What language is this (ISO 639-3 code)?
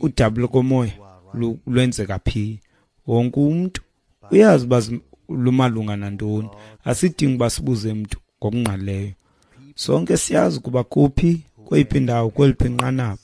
xho